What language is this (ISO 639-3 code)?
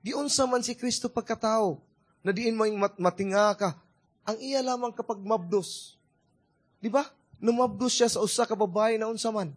ceb